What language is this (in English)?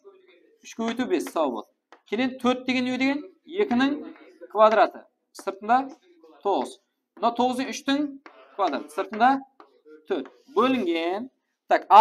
Kara-Kalpak